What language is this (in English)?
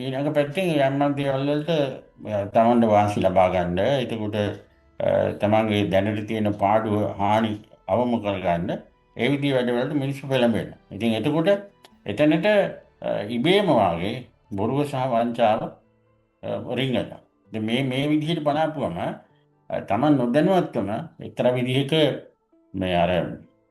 Sinhala